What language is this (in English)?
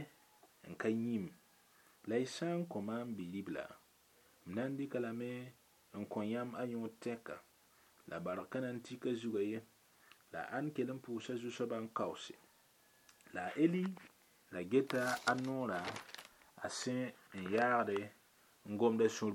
Mossi